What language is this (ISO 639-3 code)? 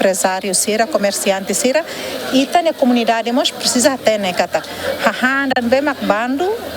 tet